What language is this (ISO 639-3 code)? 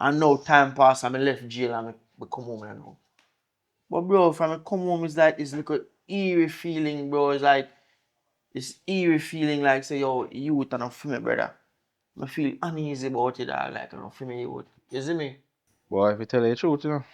jam